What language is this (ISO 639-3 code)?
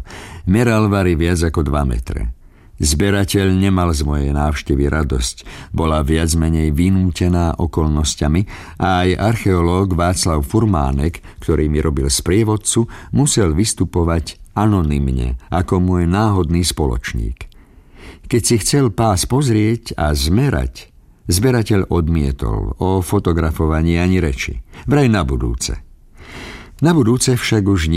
slk